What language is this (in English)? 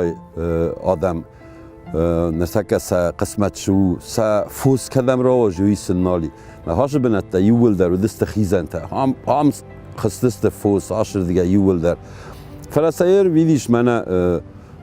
Ossetic